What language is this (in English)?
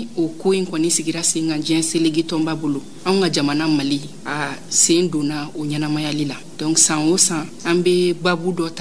Bambara